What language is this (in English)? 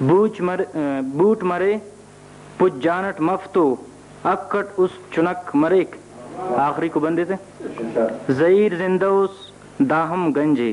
Brahui